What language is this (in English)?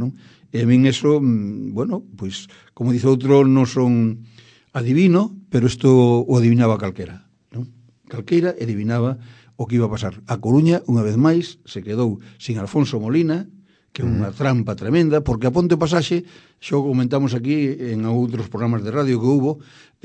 Galician